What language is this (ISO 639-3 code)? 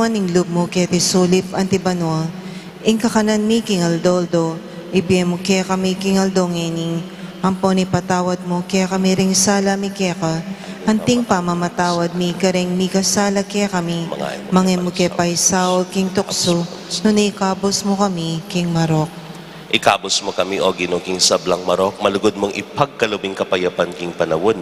pam